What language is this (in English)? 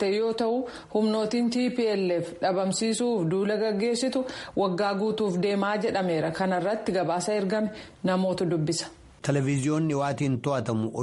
Oromo